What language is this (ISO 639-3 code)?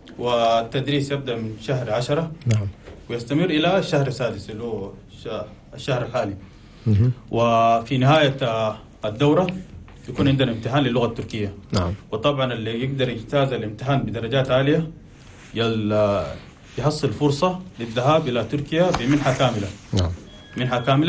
shu